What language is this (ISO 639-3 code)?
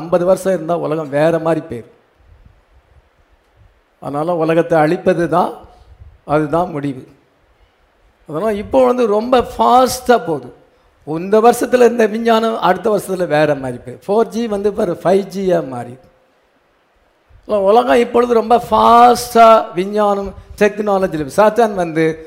tam